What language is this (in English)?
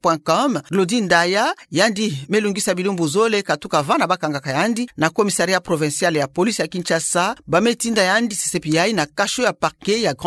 Kituba (Democratic Republic of Congo)